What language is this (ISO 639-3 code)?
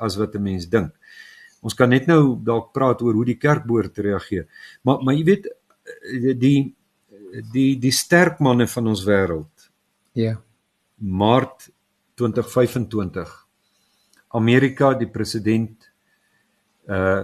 afr